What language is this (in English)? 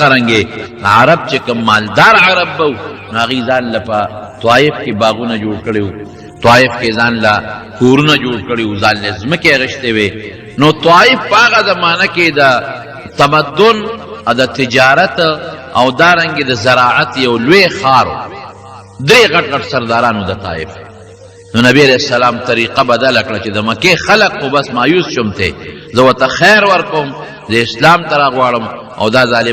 Pashto